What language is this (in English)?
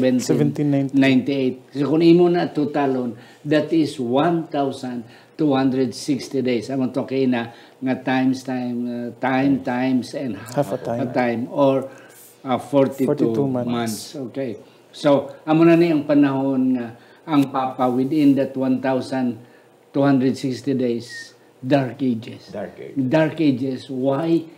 Hiligaynon